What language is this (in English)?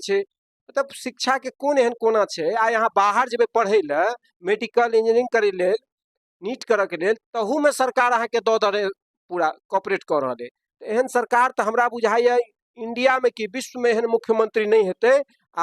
Maithili